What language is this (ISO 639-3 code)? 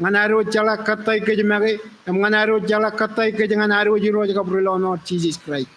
mah